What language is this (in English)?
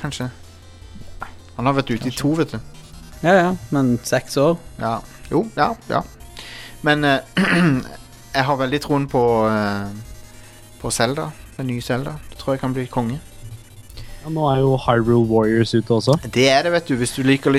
Norwegian